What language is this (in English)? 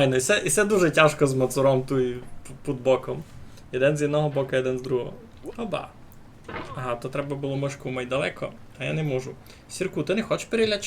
Rusyn